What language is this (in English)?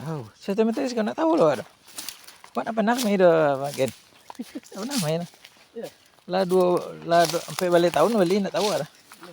Minangkabau